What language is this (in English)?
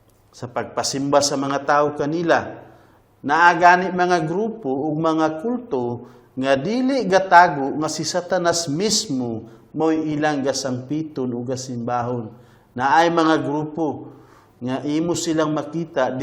Cebuano